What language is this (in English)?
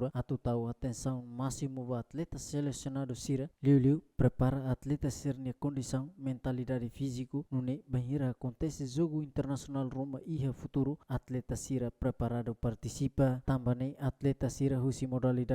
Tetum